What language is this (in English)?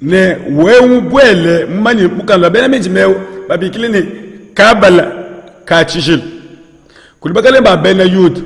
Luba-Lulua